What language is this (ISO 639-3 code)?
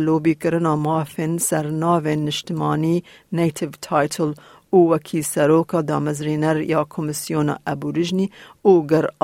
kur